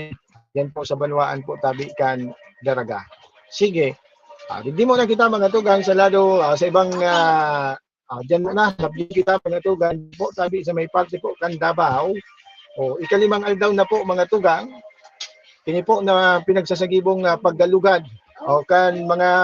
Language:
Bikol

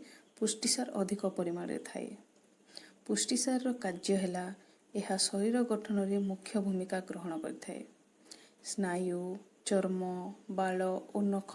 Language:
Odia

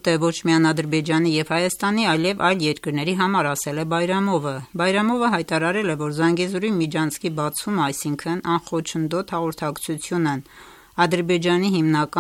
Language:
Armenian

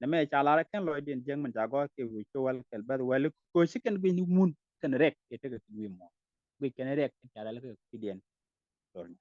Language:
Nuer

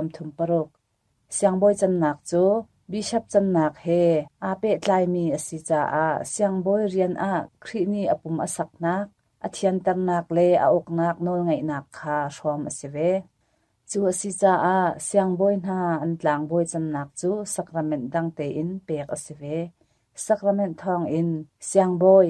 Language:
Hakha Chin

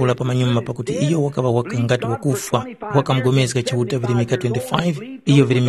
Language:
Tumbuka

